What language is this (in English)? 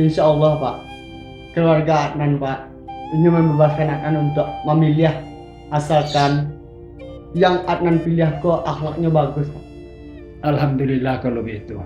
Minangkabau